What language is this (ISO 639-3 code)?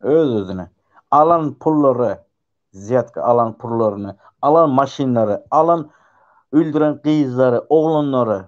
tuk